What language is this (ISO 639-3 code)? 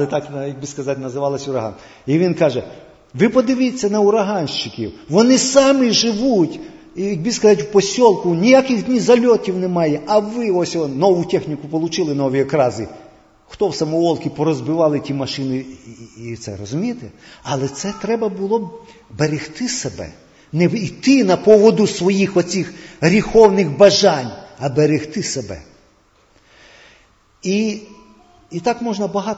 ukr